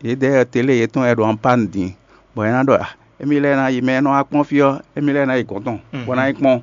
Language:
Fon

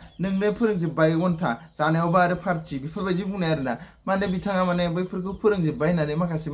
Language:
Bodo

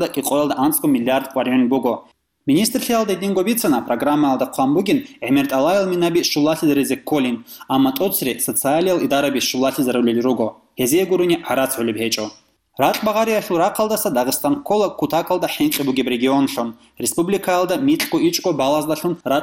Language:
Avaric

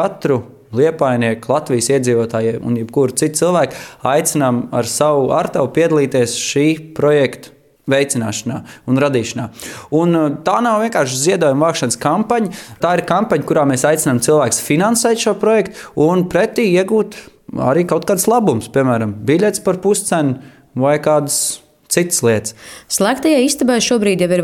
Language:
Latvian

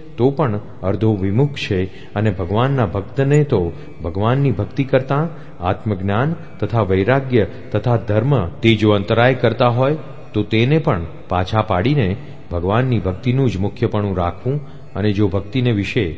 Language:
Gujarati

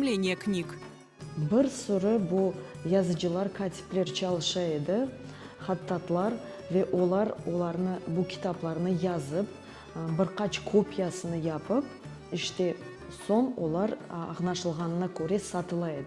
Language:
Crimean Tatar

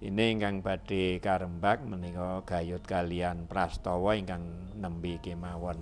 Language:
Javanese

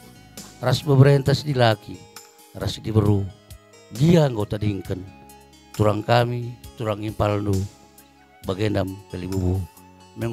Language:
Batak Karo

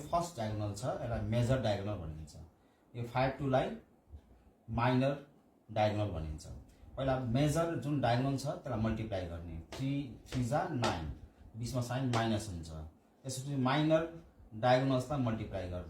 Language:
Nepali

